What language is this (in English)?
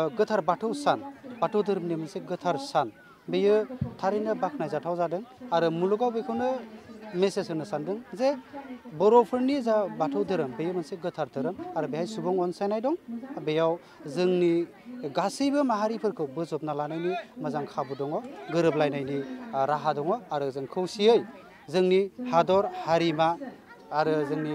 Bodo